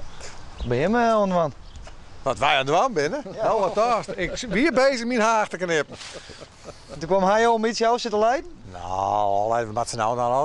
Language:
Western Frisian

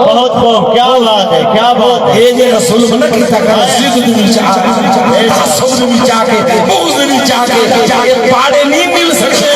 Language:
Saraiki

